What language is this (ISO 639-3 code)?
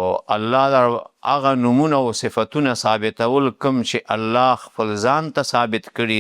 pus